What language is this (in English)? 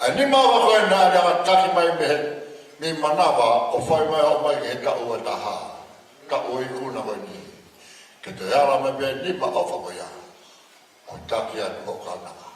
Tongan